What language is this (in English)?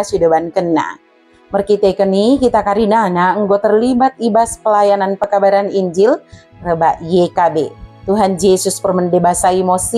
Batak Dairi